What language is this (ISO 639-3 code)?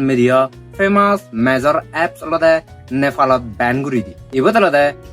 ccp